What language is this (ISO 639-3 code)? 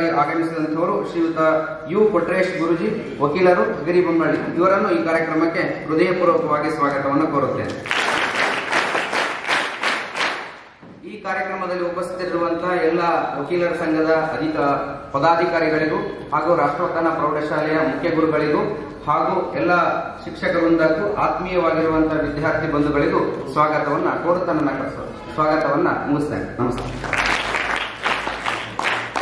kan